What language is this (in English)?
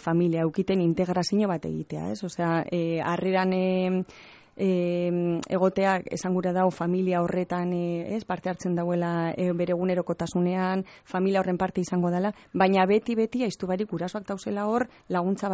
Basque